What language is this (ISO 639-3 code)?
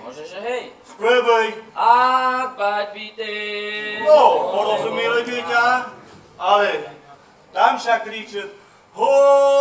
rue